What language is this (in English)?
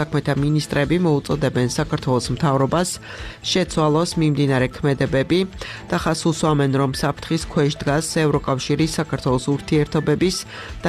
Georgian